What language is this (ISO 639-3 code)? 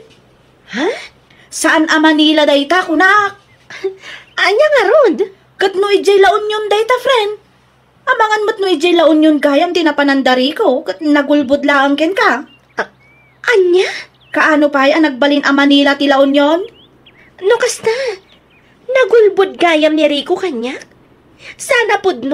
ilo